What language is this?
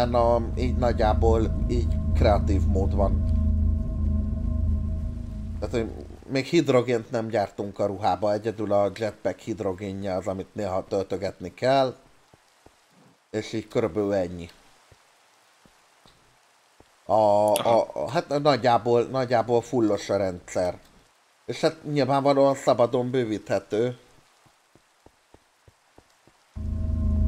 Hungarian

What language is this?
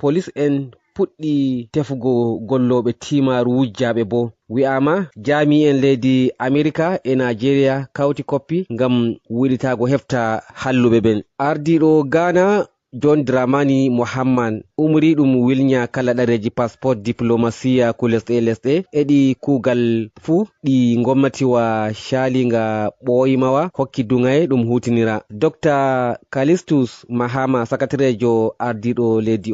Fula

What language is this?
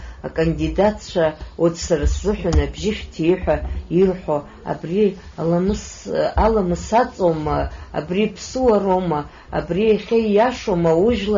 Abkhazian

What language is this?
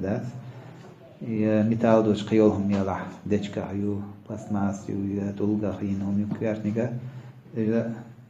Chechen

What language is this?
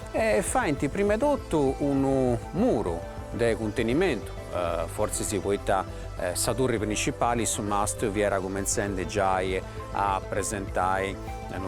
Sardinian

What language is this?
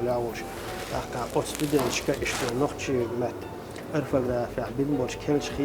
Chechen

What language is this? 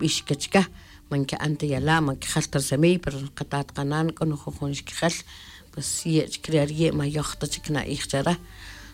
Tz'utujil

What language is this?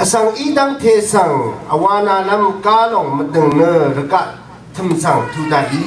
Rawang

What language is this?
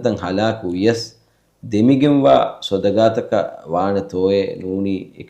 Divehi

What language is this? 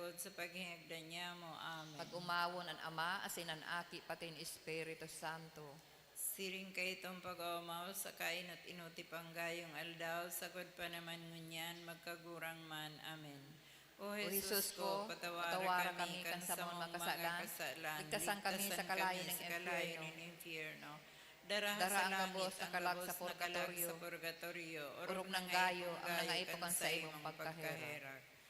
Bikol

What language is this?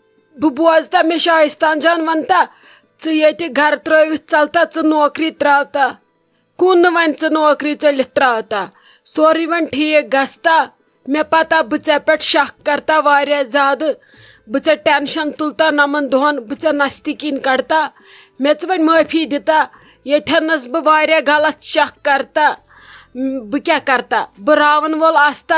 Kashmiri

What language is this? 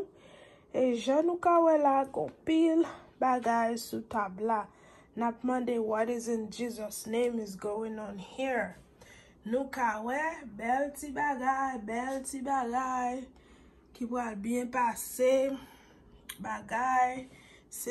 Haitian Creole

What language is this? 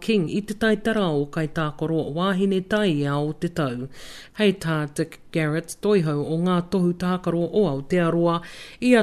Māori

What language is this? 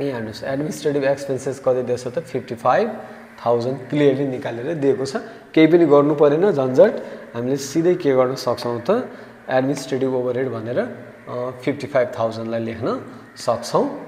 Nepali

